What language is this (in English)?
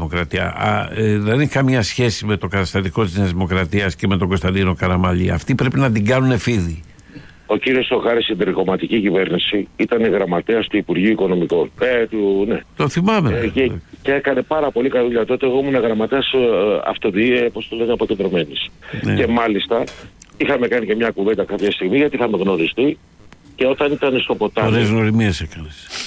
Greek